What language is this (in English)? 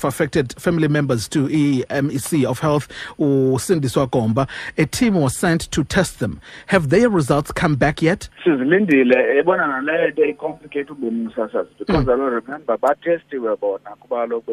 Xhosa